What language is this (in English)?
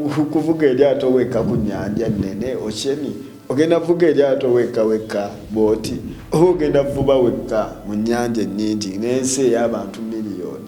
Ganda